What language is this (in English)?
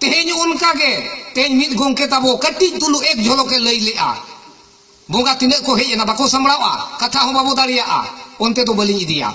Santali